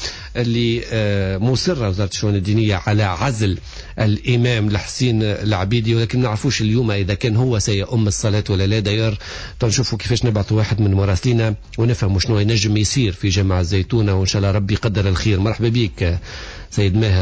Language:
Tunisian Arabic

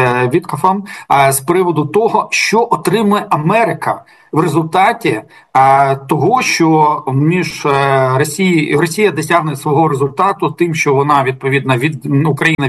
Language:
Ukrainian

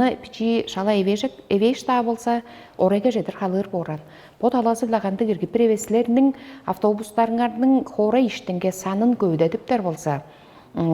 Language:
Tuvinian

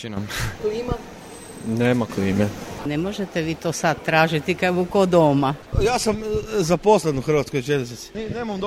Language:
Serbian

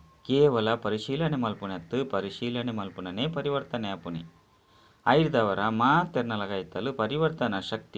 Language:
Tulu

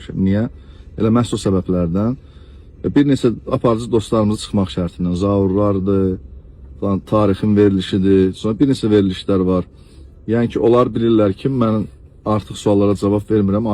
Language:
Azerbaijani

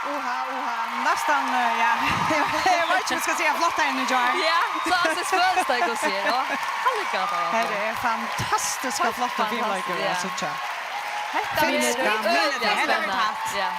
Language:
Faroese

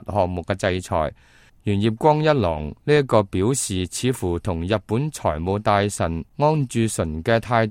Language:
Cantonese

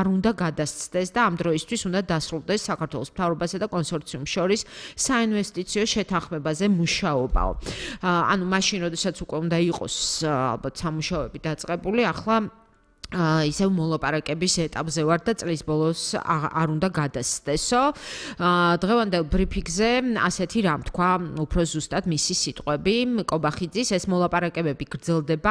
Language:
Georgian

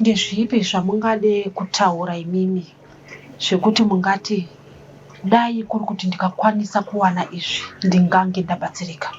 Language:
Shona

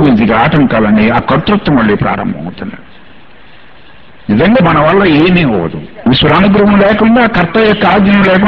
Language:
Telugu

